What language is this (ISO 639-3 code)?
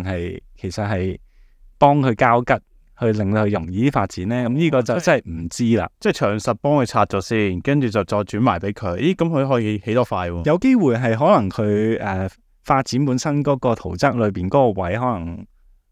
yue